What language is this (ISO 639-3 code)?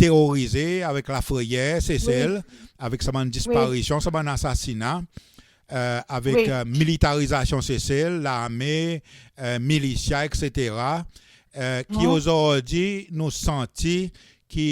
crs